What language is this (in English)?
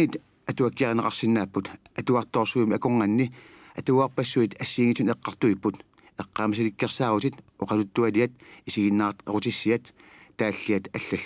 Kalaallisut